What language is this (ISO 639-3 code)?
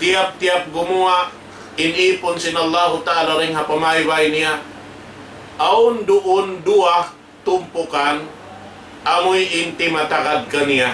tsg